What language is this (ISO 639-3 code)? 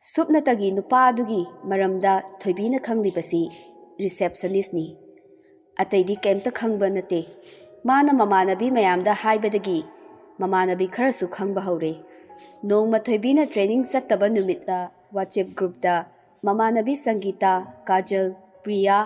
mni